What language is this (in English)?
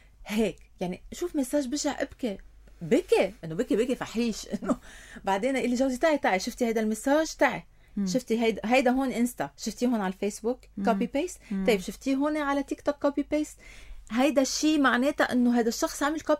North Levantine Arabic